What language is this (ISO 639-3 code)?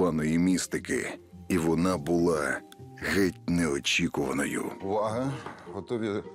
ukr